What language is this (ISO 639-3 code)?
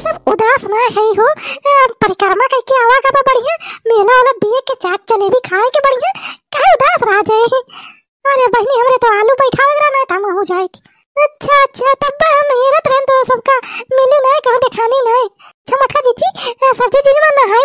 awa